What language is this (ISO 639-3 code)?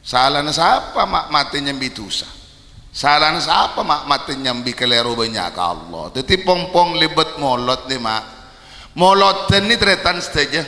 mad